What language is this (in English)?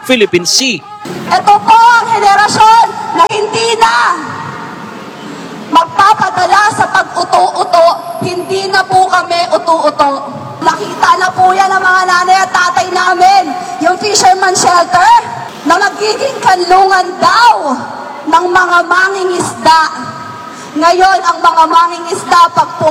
Filipino